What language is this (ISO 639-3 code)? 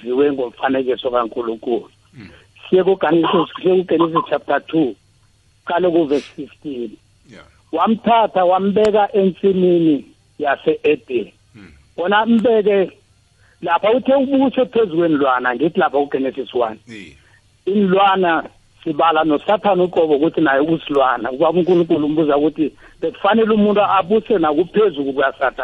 nbl